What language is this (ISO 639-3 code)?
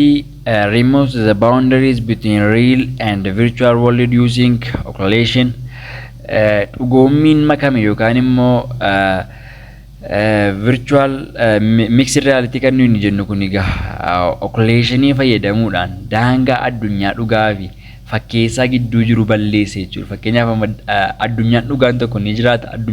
orm